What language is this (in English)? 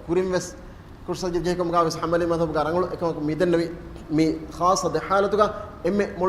Divehi